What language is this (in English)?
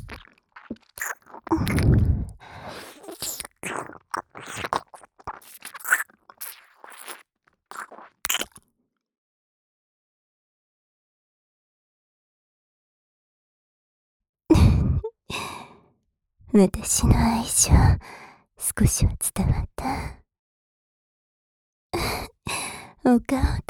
Japanese